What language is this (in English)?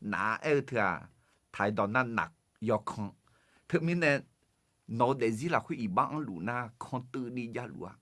Akha